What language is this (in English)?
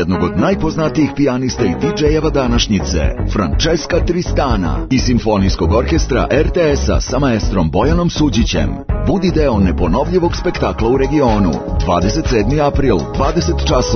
Serbian